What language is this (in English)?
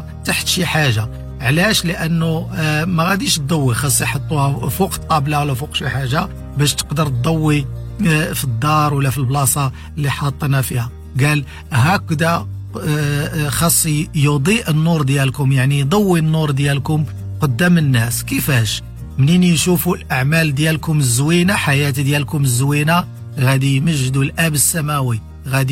Moroccan Arabic